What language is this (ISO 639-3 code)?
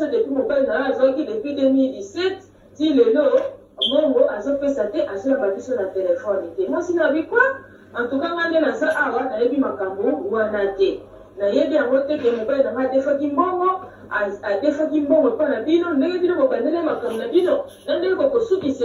lin